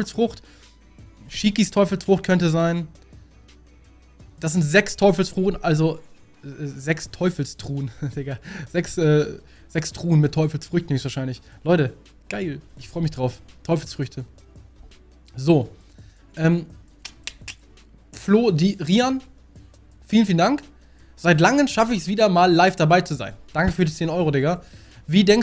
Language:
German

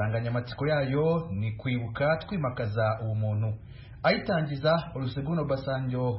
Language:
Kinyarwanda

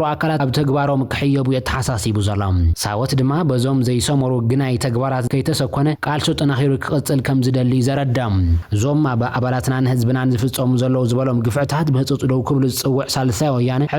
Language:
Tigrinya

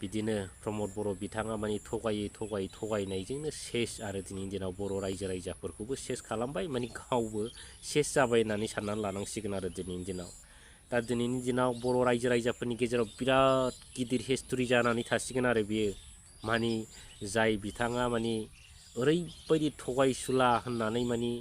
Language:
Bodo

